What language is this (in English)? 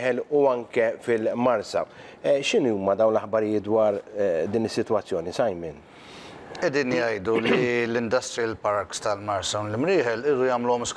Maltese